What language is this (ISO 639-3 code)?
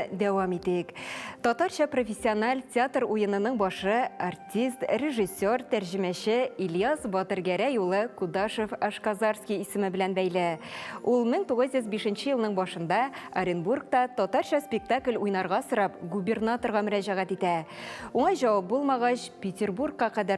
tat